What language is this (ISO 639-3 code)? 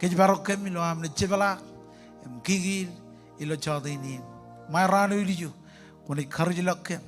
mah